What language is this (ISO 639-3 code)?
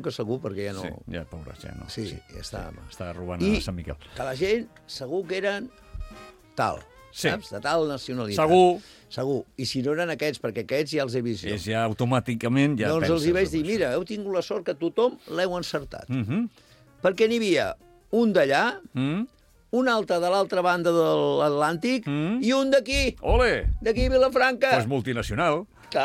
cat